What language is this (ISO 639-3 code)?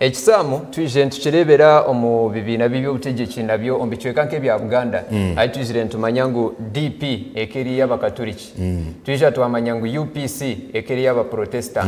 nyn